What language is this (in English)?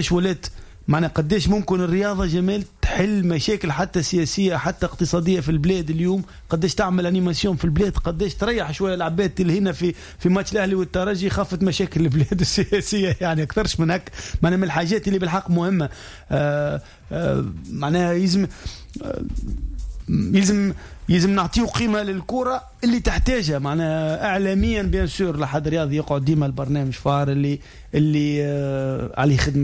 Tunisian Arabic